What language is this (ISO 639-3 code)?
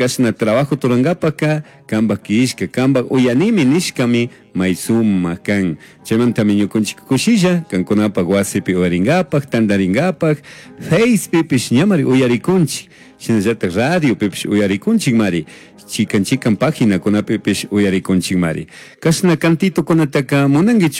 qug